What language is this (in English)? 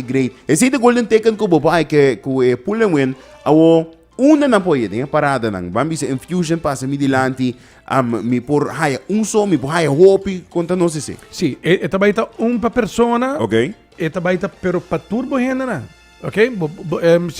Papiamento